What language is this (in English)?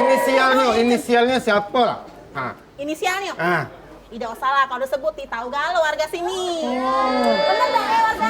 Musi